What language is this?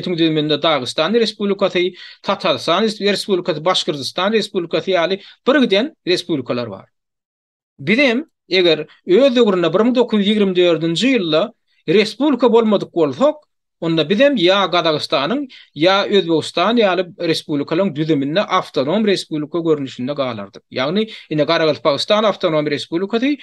Turkmen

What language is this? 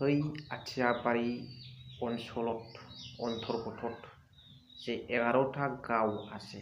Bodo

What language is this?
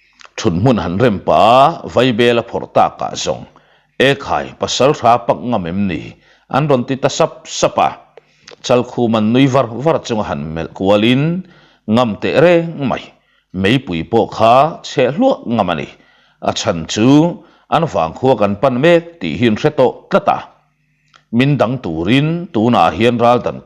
Mizo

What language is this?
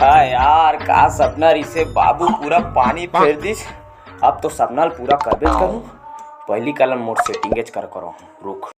Chhattisgarhi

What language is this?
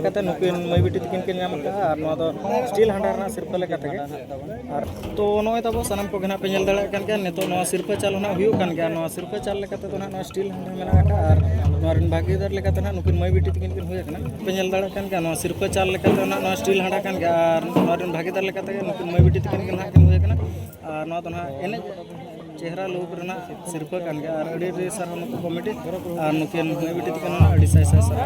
Santali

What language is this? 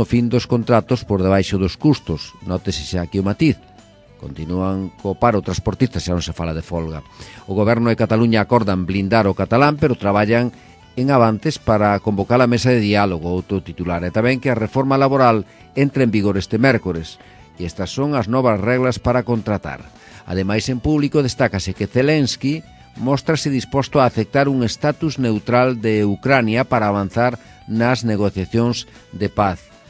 Galician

